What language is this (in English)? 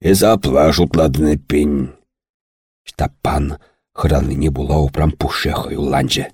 Chuvash